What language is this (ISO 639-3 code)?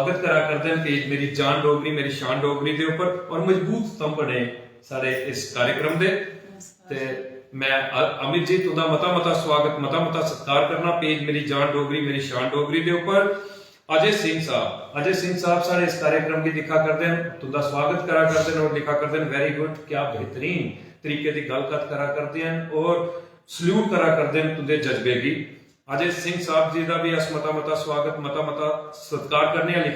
doi